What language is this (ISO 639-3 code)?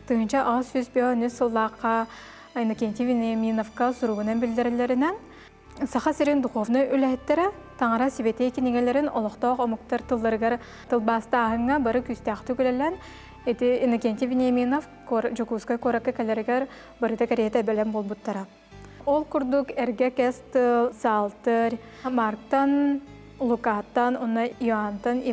sah